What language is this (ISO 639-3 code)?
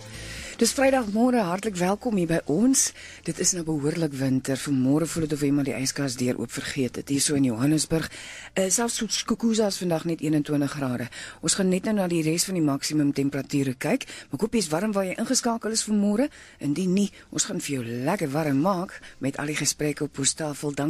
afr